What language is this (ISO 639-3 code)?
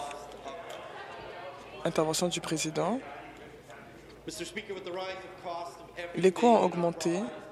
fra